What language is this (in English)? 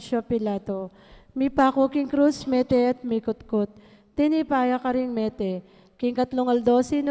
Pampanga